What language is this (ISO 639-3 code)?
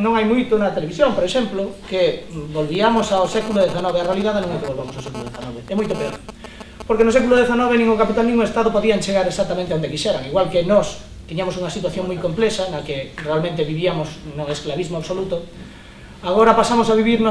glg